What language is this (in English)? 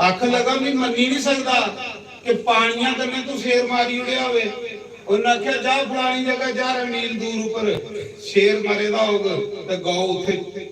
Dogri